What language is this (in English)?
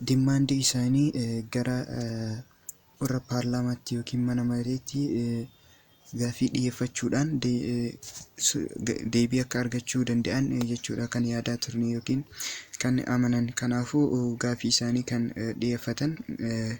Oromo